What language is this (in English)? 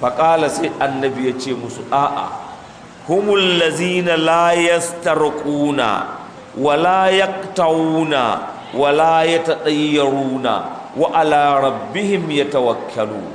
Hausa